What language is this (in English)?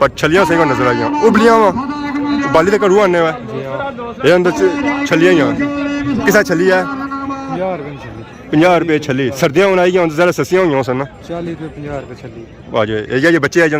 Pahari-Potwari